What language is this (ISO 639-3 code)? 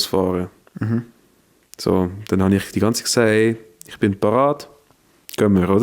gsw